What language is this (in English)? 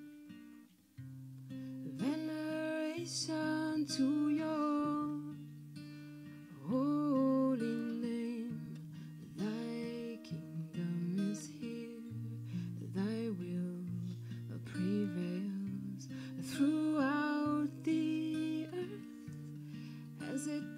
English